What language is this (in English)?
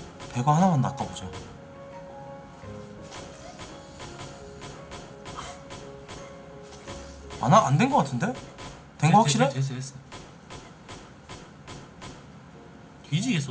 Korean